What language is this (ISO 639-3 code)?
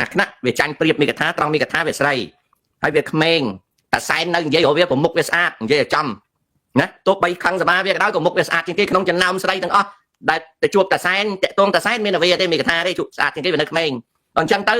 khm